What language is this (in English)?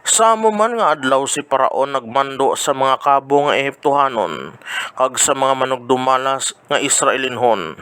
Hiligaynon